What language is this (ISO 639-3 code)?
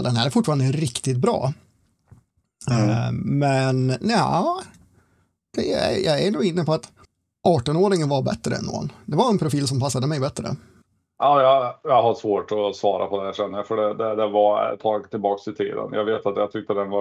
swe